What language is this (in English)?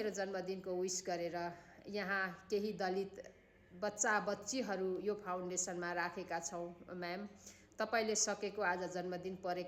Nepali